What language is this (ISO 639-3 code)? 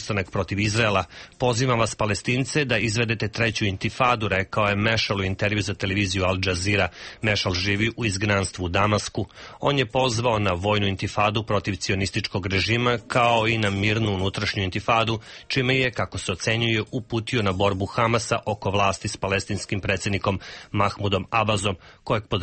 srp